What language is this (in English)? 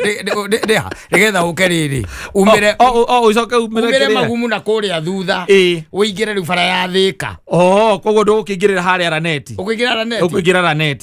Kikuyu